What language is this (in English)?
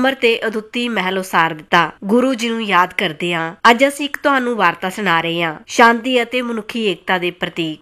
Punjabi